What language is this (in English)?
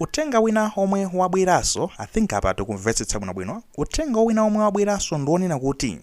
Nyanja